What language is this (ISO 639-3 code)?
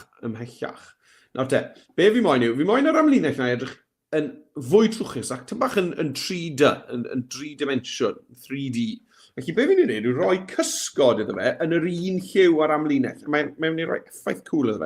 cym